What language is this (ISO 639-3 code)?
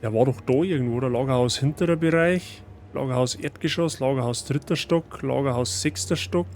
bar